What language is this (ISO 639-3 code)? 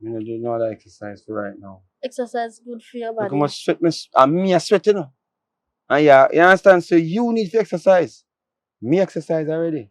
jam